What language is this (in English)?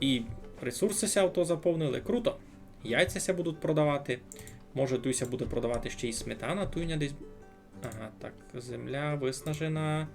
Rusyn